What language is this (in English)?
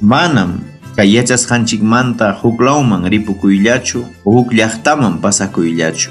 Ayacucho Quechua